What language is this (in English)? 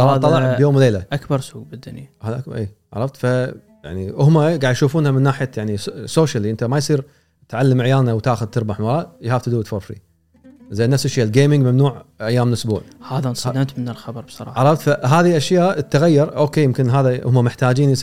Gulf Arabic